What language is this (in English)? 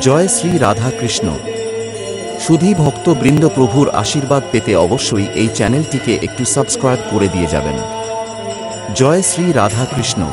Bangla